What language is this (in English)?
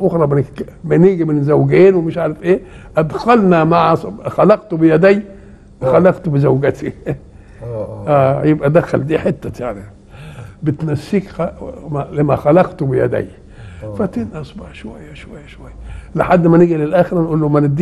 Egyptian Arabic